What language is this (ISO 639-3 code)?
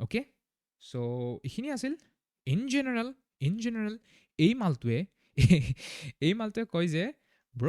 asm